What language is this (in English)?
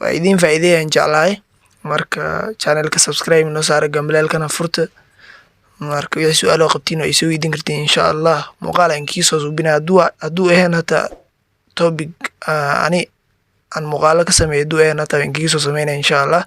Somali